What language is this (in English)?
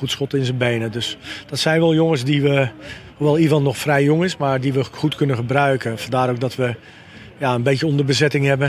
Dutch